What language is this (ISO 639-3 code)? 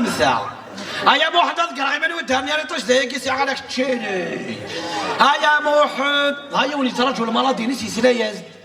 kab